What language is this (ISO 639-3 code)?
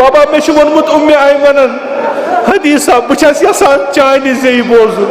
kas